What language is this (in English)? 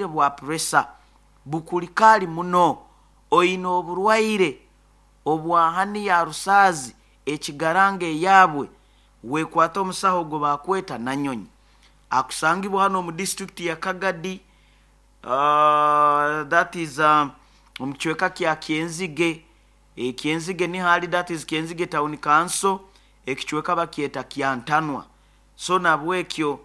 Nyoro